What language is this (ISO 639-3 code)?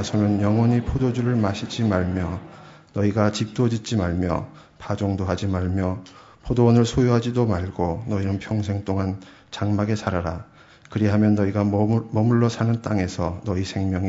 kor